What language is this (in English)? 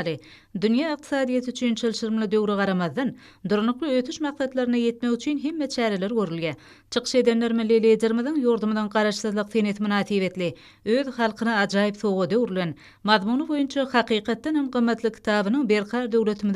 Turkmen